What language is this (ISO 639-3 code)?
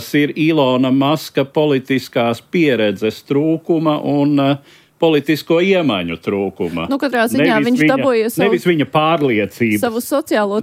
lav